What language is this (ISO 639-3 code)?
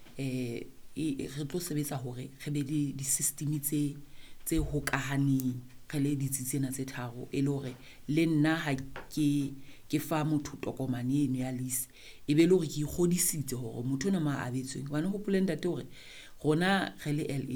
sot